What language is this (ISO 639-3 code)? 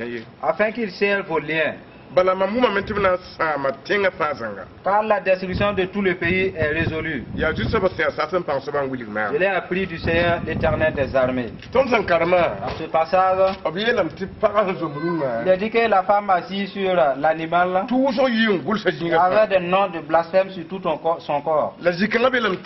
mos